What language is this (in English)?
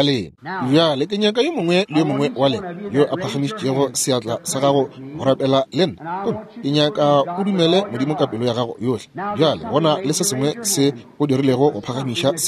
Northern Sotho